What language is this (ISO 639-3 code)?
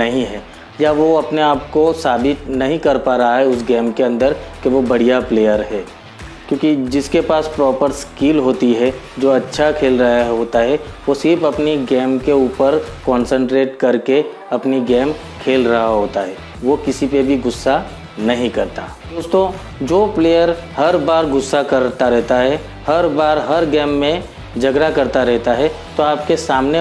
hin